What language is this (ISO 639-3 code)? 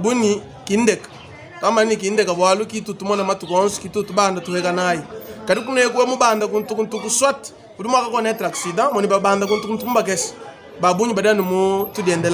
lua